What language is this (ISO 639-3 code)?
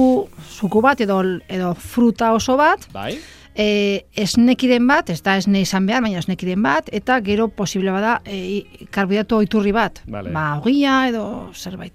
eus